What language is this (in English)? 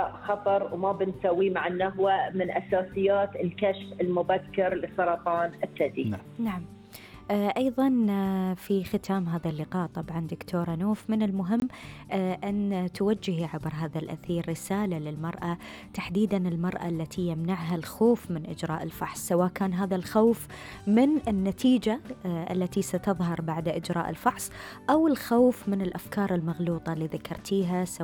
Gulf Arabic